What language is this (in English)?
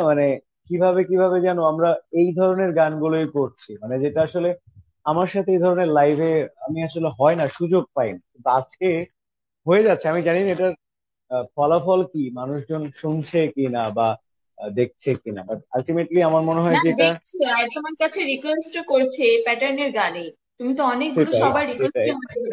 Bangla